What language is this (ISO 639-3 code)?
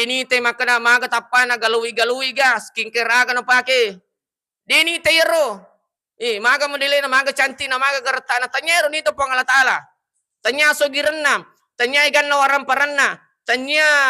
bug